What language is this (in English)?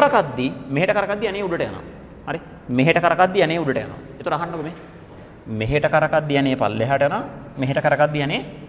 Sinhala